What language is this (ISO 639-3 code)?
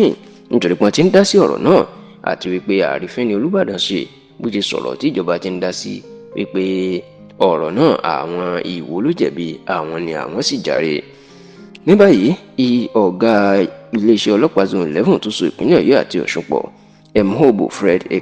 yor